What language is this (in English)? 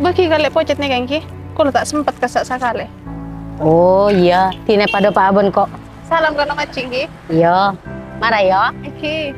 Madurese